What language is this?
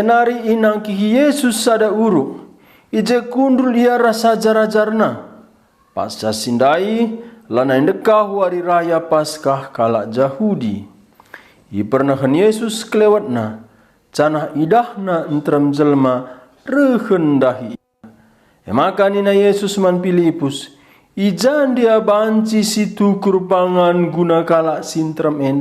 Batak Karo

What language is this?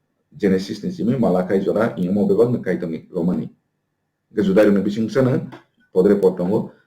Kok Borok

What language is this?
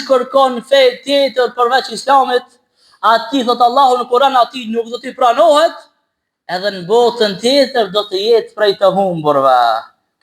Albanian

